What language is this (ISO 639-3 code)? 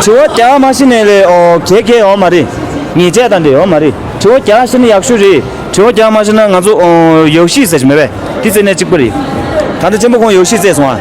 bod